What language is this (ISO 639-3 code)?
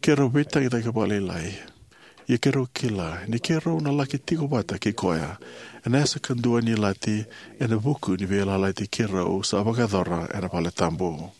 fij